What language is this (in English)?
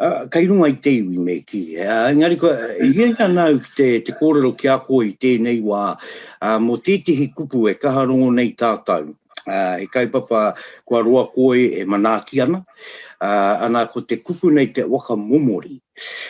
Māori